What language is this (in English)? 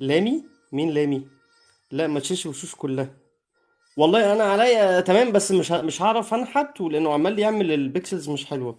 Egyptian Arabic